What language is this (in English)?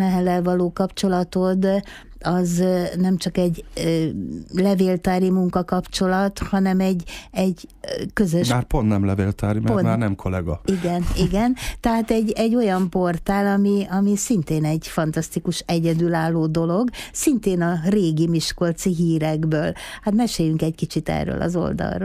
Hungarian